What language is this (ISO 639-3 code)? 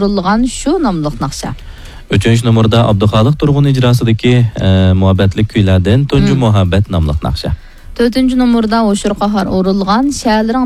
uig